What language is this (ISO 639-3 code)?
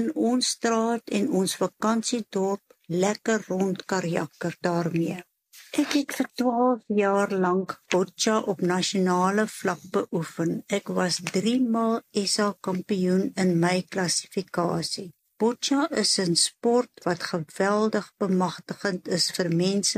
afr